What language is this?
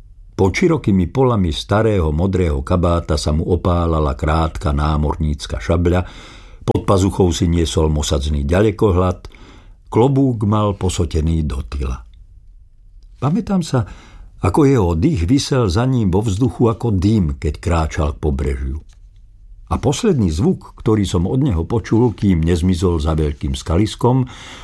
Slovak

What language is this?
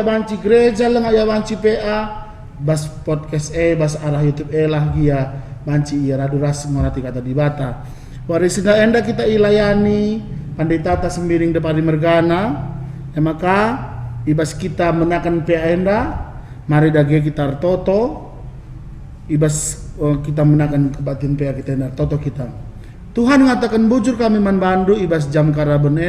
Batak Karo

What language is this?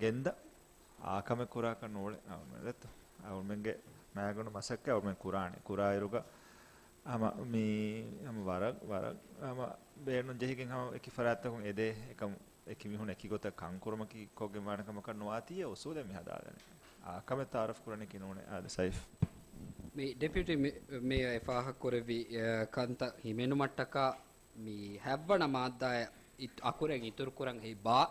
Divehi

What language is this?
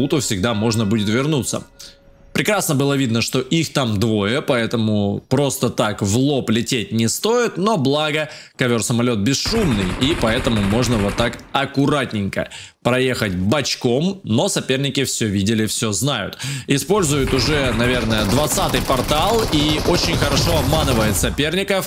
Russian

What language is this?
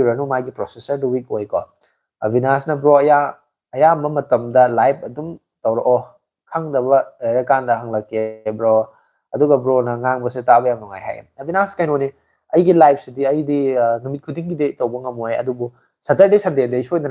Manipuri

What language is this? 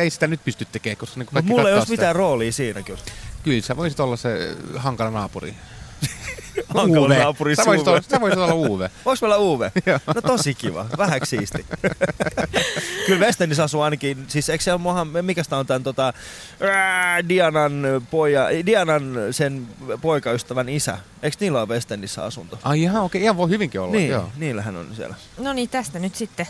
Finnish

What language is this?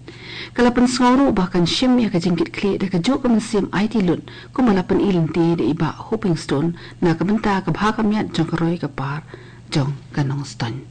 Khasi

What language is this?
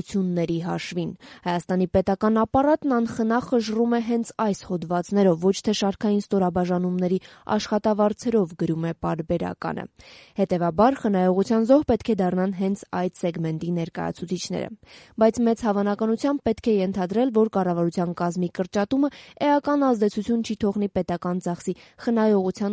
Armenian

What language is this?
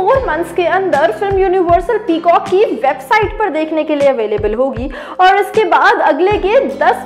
Hindi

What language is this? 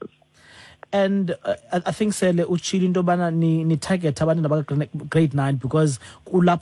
Xhosa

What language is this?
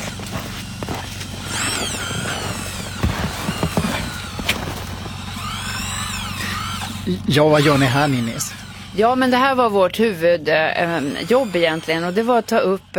Swedish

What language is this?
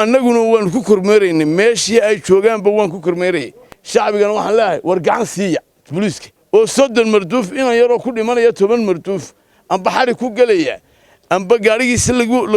Somali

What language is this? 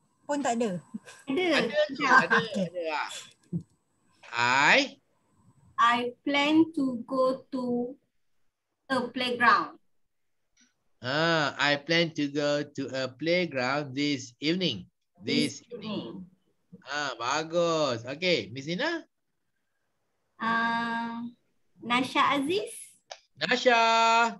Malay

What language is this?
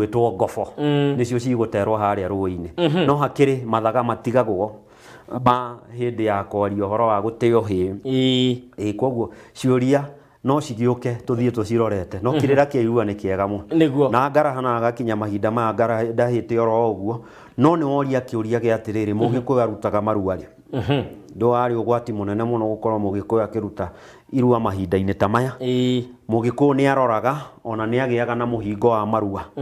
Kikuyu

